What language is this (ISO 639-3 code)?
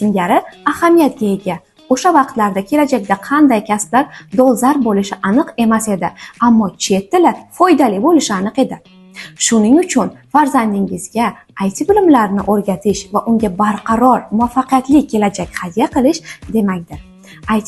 uzb